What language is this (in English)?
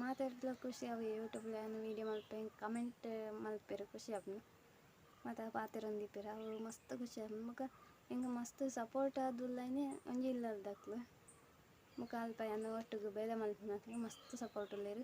Tulu